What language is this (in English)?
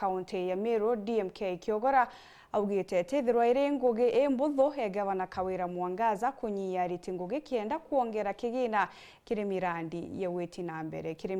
Meru